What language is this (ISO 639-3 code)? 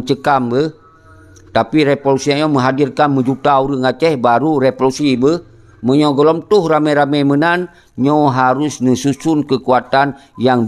ace